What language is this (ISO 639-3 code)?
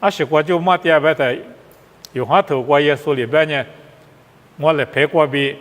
lis